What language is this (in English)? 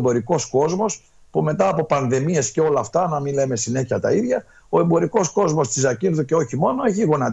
Greek